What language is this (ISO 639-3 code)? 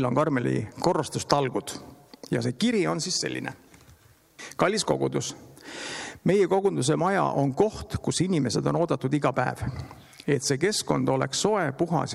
est